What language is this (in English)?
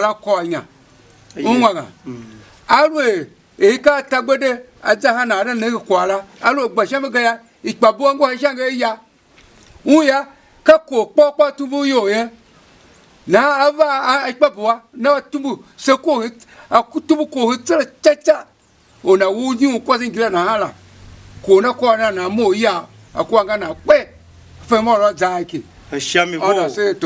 Tiv